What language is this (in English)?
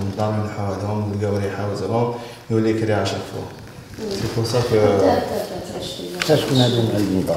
Algerian Arabic